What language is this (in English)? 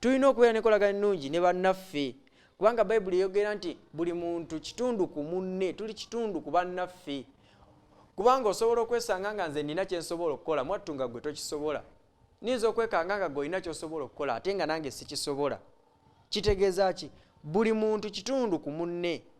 Ganda